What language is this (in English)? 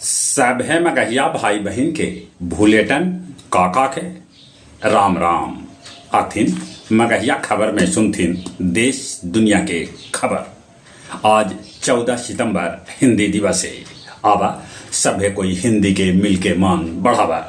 Magahi